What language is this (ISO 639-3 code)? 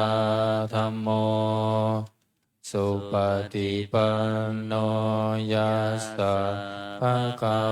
pli